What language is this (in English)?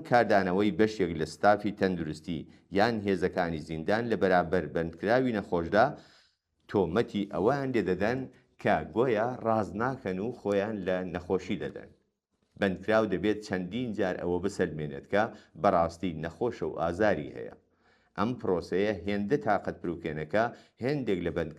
Central Kurdish